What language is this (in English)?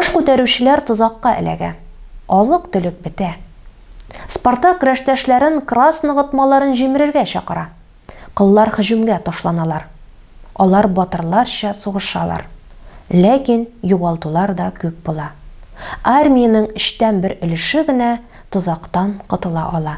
Tatar